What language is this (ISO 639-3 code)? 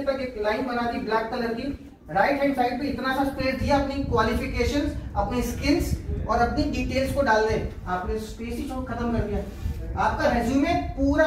hin